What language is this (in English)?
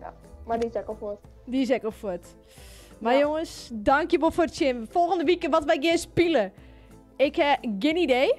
Western Frisian